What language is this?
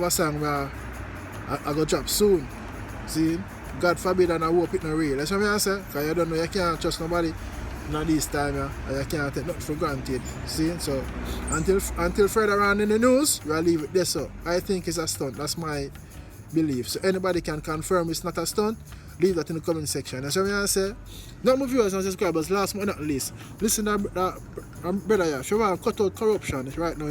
Jamaican Creole English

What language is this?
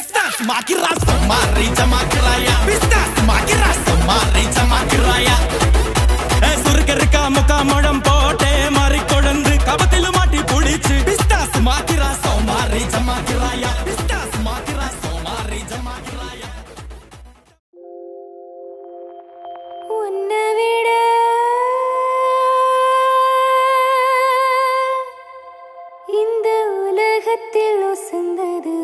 Tamil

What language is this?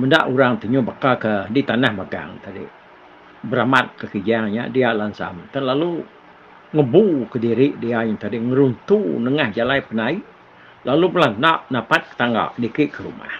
Iban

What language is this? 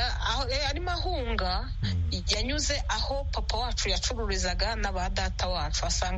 Kinyarwanda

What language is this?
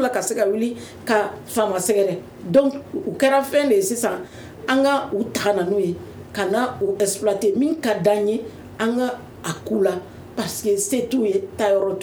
Bambara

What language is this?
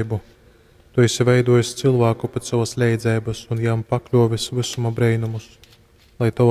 Latgalian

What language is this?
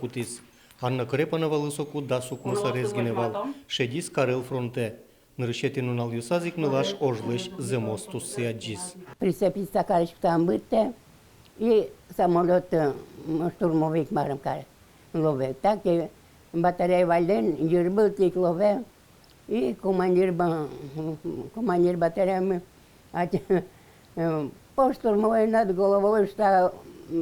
Udmurt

